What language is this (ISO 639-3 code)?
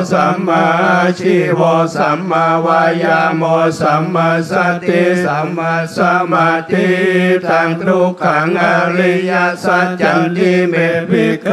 pli